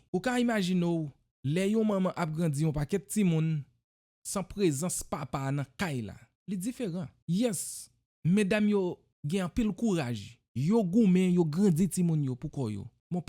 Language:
Haitian Creole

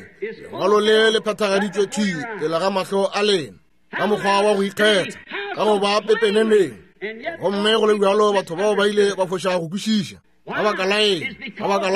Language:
Northern Sotho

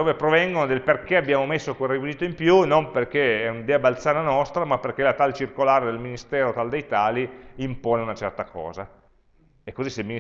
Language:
Italian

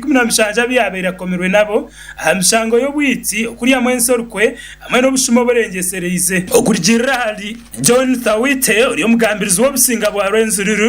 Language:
Nyankole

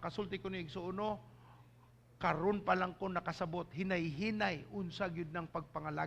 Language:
Cebuano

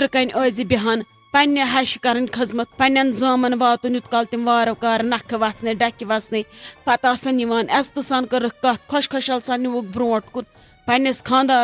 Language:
Kashmiri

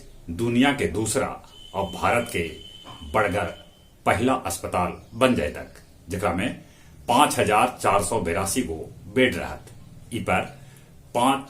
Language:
Magahi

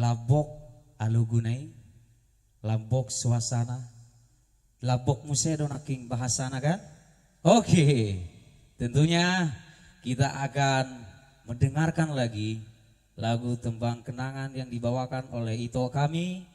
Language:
Batak Toba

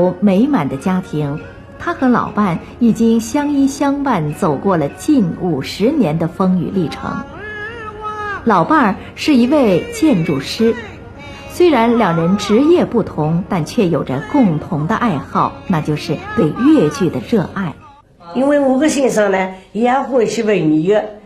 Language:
Wu Chinese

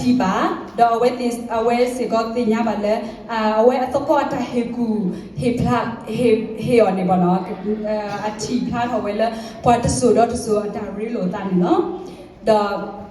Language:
S'gaw Karen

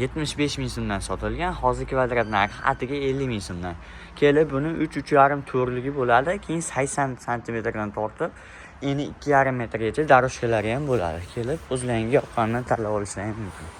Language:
Uzbek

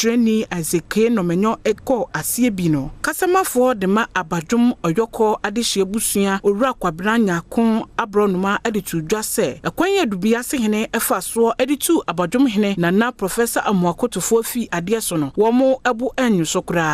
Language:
Akan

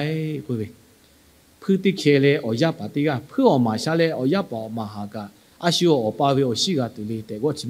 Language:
Lahu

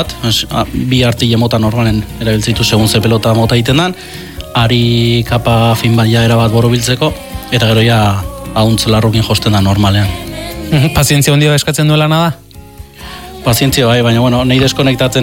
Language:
Basque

